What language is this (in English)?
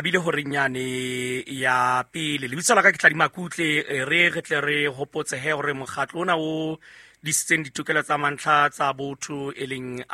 Southern Sotho